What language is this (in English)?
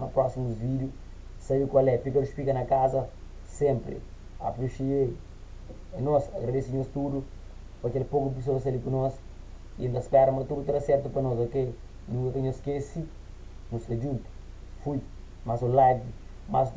Kabuverdianu